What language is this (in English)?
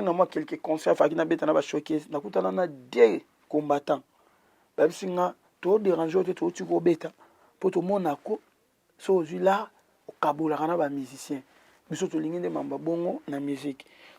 Lingala